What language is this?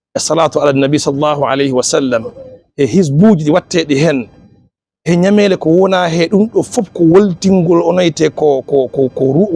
Fula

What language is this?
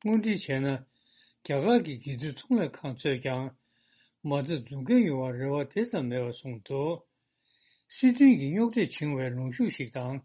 Tibetan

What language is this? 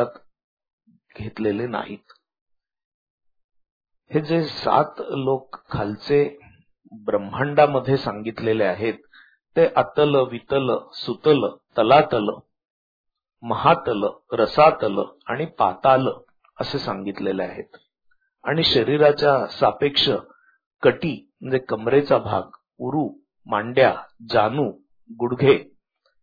Marathi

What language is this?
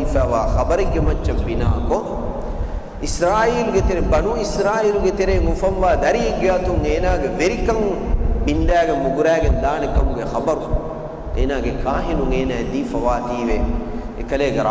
Divehi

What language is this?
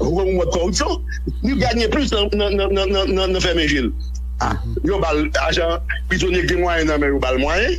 Haitian Creole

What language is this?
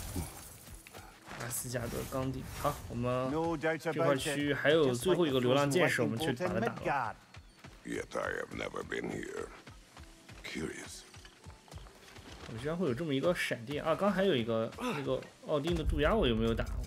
Chinese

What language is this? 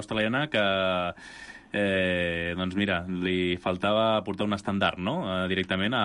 Catalan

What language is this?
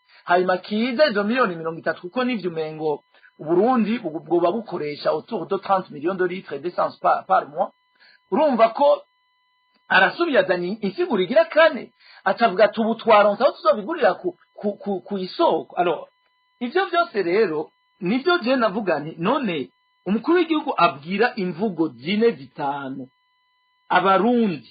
Rundi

